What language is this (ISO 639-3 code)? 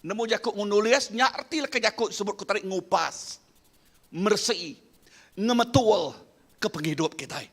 iba